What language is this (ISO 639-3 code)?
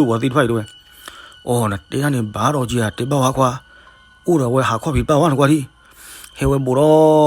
ksw